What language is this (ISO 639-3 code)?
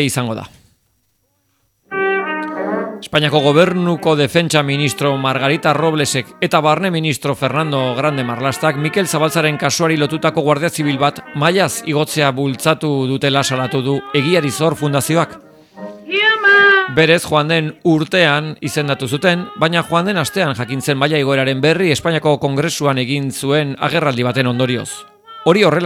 eus